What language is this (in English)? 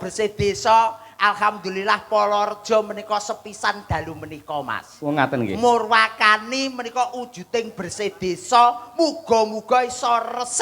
Javanese